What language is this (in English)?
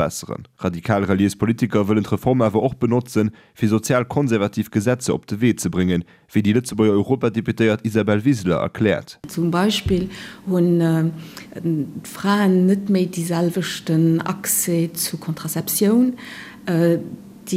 Luxembourgish